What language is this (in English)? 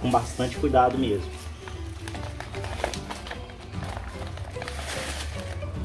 Portuguese